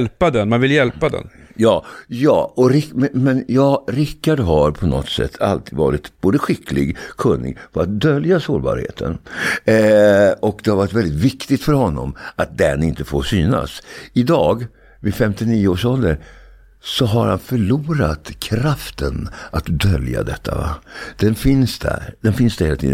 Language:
Swedish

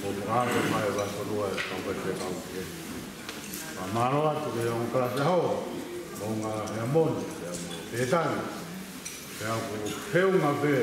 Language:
Tongan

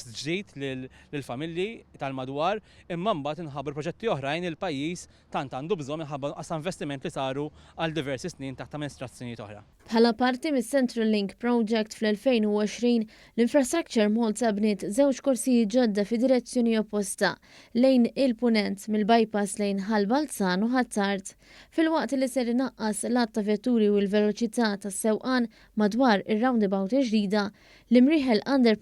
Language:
Maltese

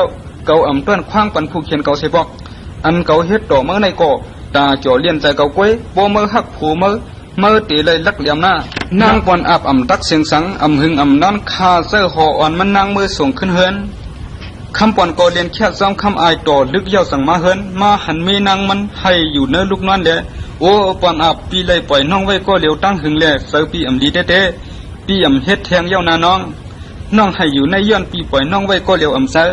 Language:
Shan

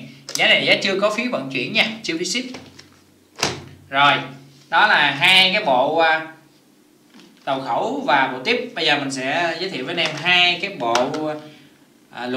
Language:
Vietnamese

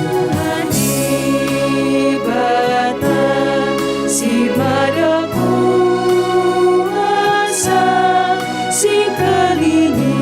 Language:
Batak Karo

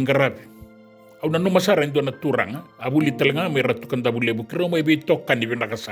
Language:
Fijian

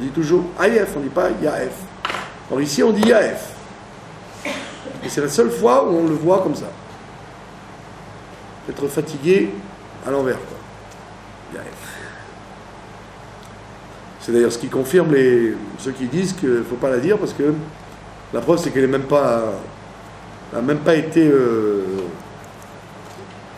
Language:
French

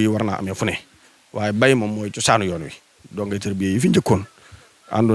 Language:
Wolof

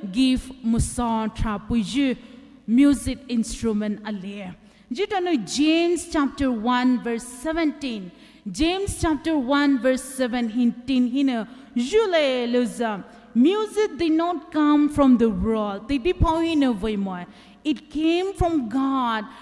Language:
Poumei Naga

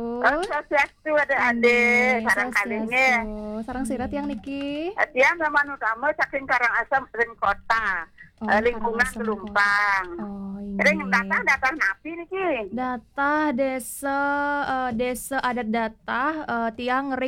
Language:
Balinese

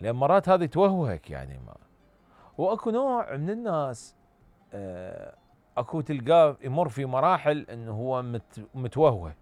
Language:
Mesopotamian Arabic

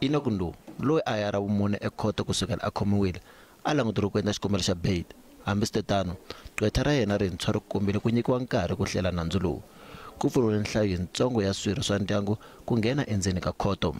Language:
Tsonga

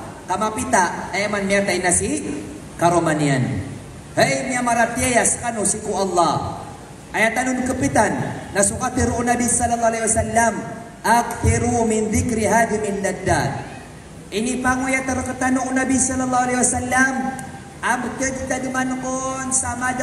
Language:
Maranao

